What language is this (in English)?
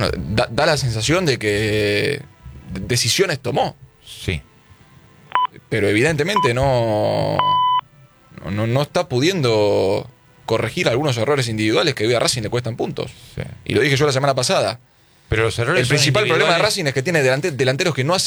Spanish